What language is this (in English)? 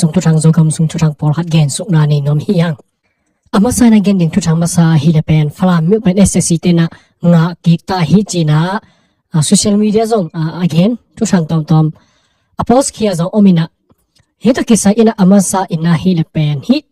Tedim Chin